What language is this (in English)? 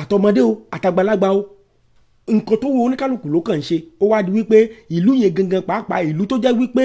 Yoruba